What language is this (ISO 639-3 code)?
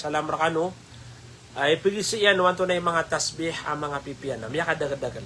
mrw